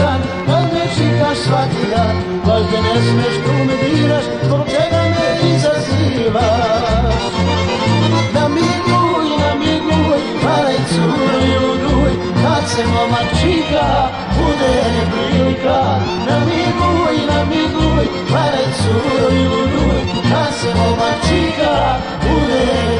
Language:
Serbian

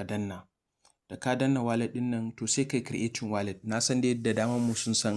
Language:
Hausa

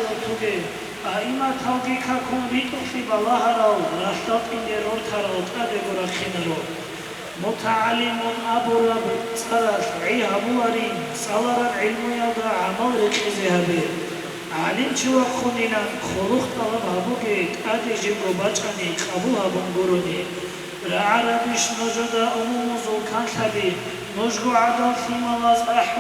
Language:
Avaric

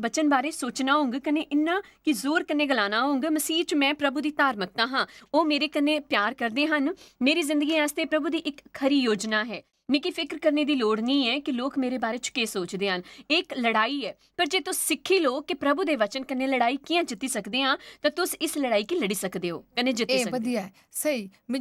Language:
Dogri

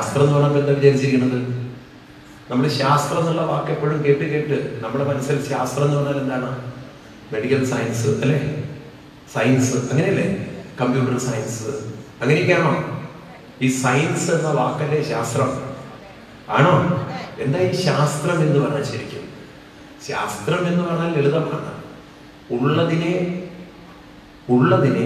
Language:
Malayalam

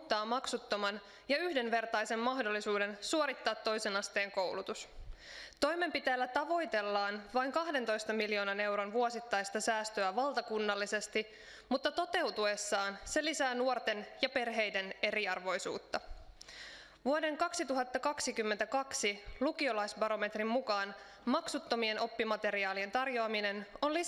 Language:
Finnish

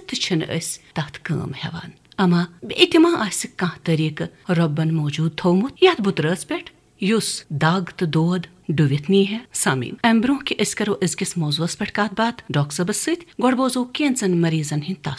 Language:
Kashmiri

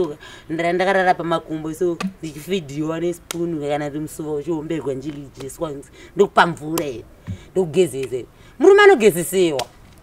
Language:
Shona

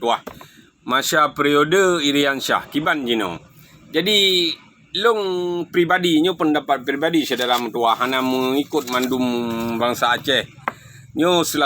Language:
Achinese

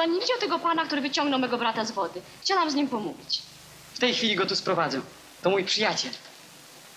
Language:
Polish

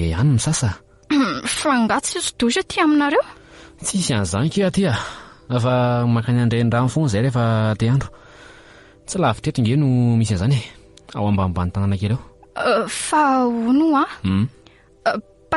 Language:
Malagasy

